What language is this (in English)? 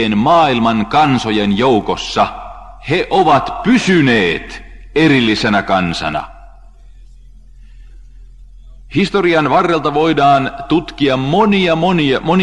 Finnish